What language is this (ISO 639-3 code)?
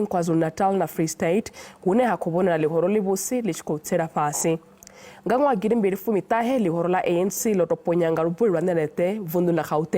ven